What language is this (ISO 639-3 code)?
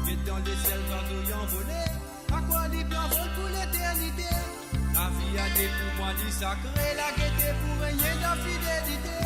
mfe